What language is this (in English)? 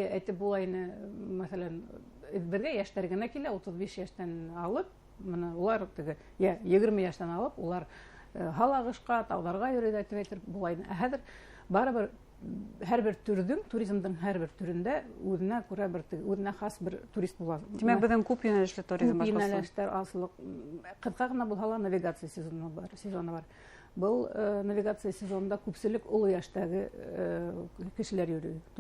Bashkir